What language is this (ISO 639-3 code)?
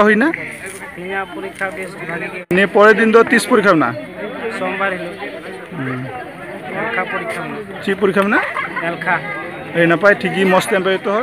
sat